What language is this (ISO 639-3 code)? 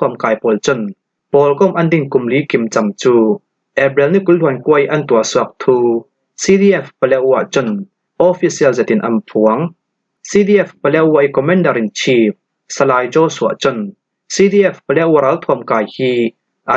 cfm